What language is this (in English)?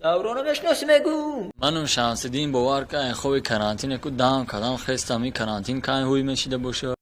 Tajik